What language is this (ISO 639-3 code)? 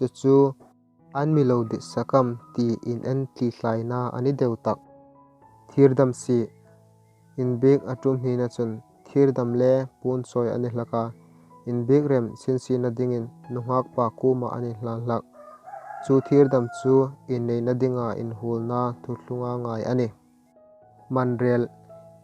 hmr